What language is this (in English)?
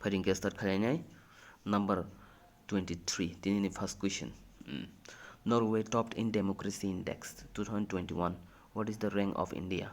Kok Borok